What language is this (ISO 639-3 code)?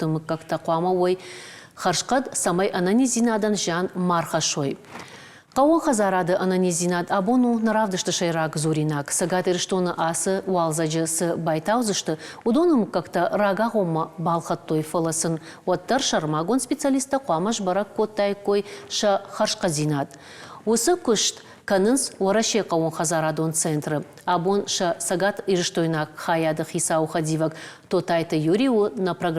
oss